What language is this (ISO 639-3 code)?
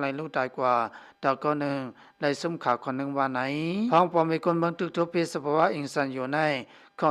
shn